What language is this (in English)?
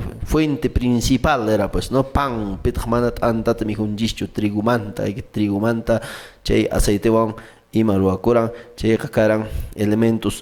Quechua